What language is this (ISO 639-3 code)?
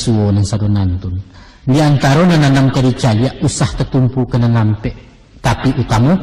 min